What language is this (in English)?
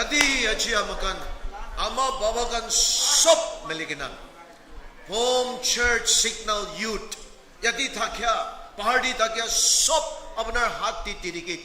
Naga Pidgin